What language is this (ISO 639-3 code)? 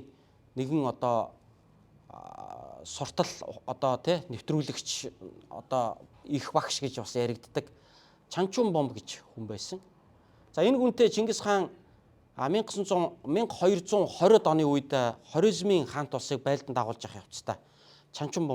mon